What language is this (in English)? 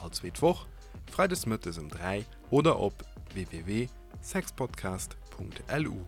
Luxembourgish